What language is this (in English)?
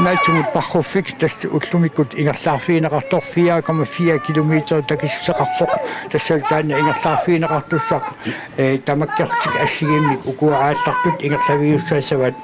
Kalaallisut